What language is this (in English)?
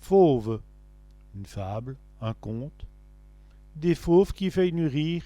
Walloon